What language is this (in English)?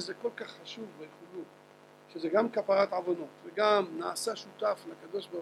Hebrew